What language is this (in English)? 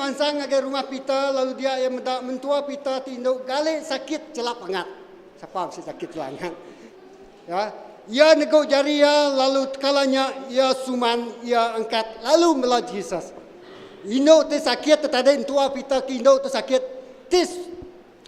Iban